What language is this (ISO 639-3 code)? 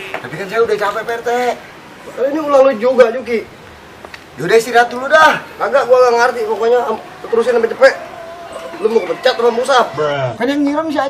bew